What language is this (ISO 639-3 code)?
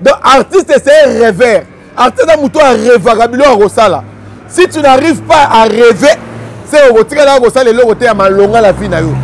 lin